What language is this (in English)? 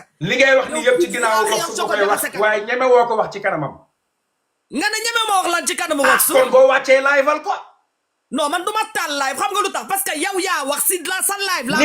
Wolof